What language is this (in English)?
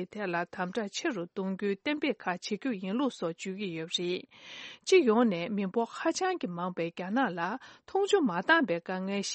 Tibetan